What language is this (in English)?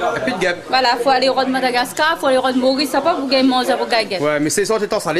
Réunion Creole French